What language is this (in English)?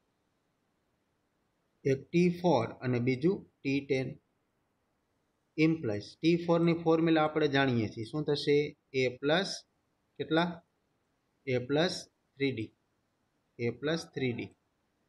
Gujarati